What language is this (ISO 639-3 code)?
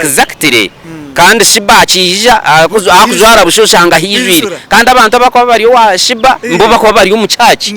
nyn